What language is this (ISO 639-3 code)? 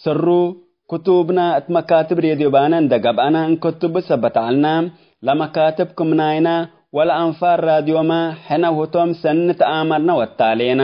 tig